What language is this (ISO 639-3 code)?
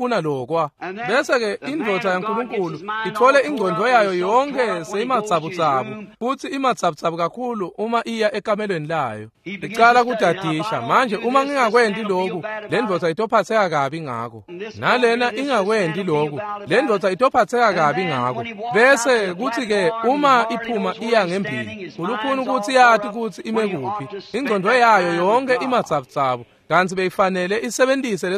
ssw